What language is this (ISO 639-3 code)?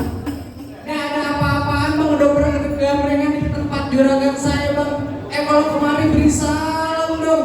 bew